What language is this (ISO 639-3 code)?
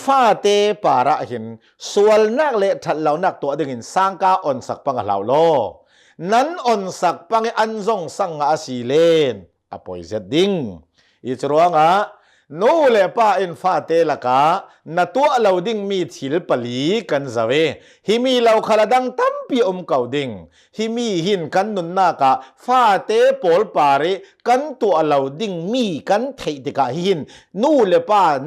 cnh